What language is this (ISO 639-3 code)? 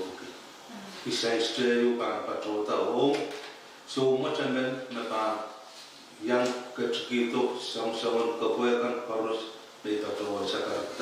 pon